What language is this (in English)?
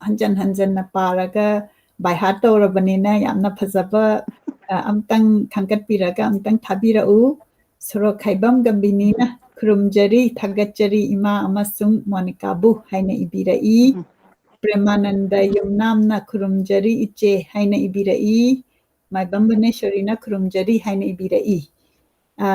Manipuri